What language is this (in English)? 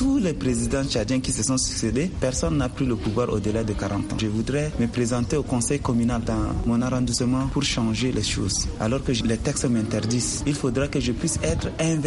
French